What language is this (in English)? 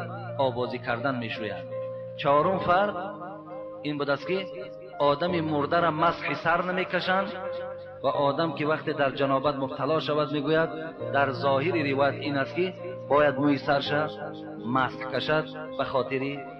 Tajik